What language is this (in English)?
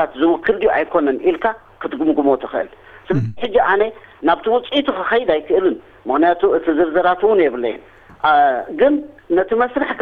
Tigrinya